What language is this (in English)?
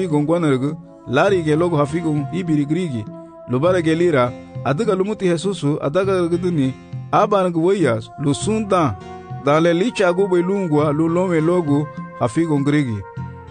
Garifuna